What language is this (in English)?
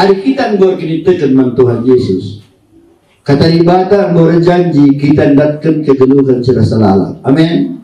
Batak Karo